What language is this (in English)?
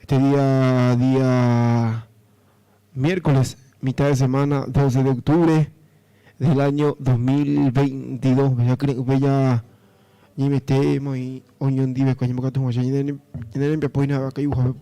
Guarani